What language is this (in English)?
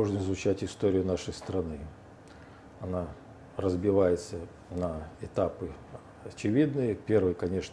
Russian